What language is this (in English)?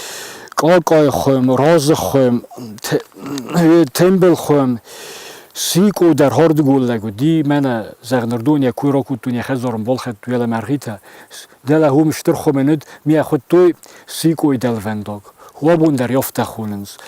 Ossetic